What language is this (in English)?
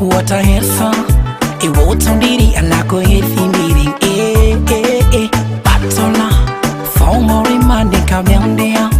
Fula